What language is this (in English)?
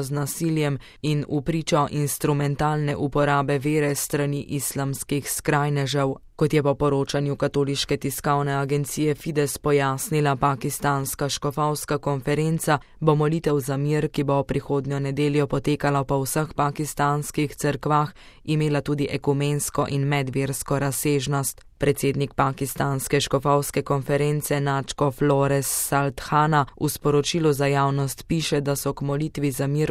Slovenian